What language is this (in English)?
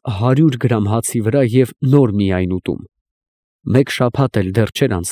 Armenian